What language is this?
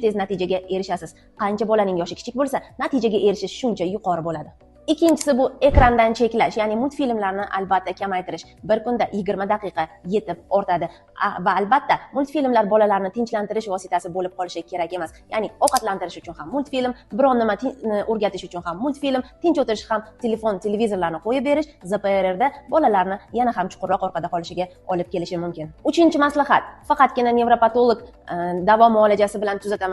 Uzbek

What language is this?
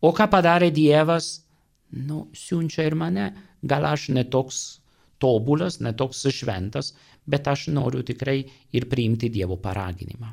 Lithuanian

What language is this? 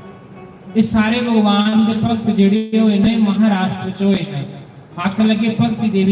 Dogri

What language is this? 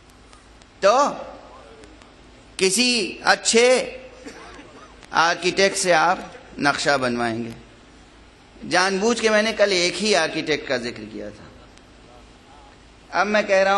Urdu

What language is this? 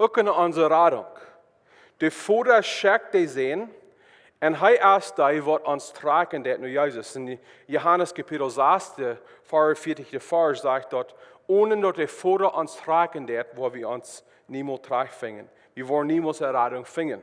Plautdietsch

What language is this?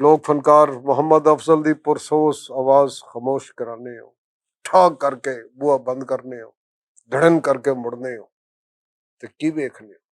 Western Panjabi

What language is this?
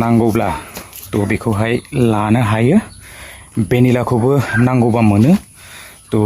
Bodo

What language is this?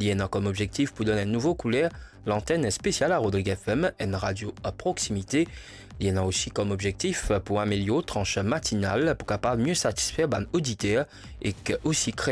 Morisyen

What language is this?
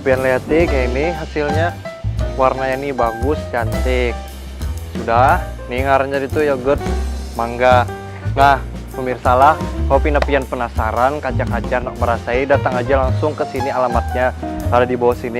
Banjar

